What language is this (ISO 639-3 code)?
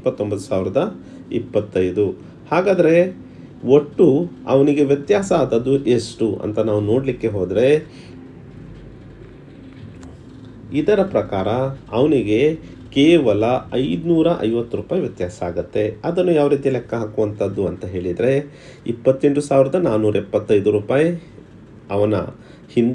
kan